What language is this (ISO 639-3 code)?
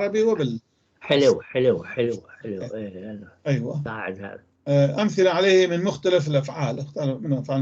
apc